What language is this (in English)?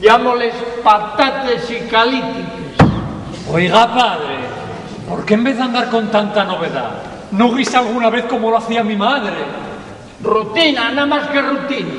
Asturian